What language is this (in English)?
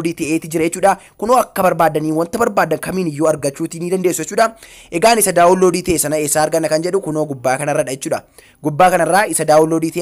Oromo